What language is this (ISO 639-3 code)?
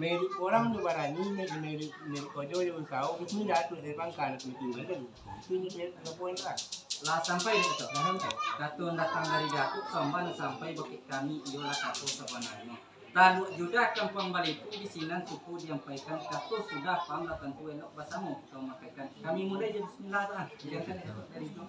min